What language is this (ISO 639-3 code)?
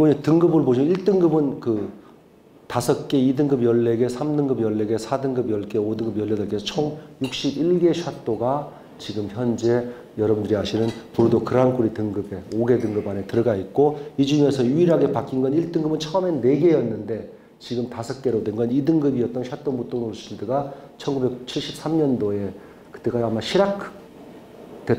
kor